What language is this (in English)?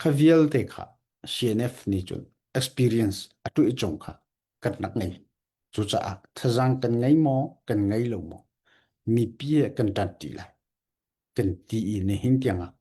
Hakha Chin